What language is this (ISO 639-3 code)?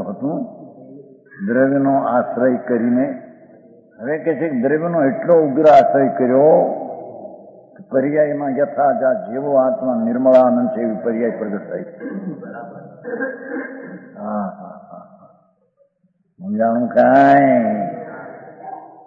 guj